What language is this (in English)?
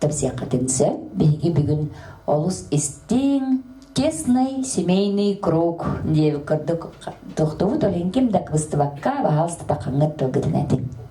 Yakut